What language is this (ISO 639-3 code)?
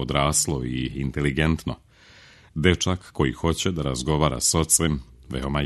srp